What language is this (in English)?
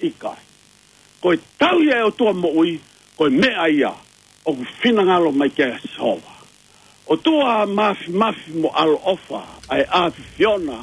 Tongan